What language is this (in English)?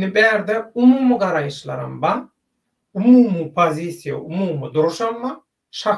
Turkmen